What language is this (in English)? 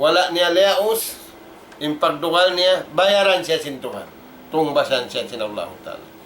Tausug